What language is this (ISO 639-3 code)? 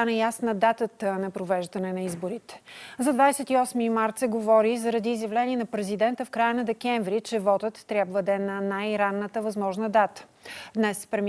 bul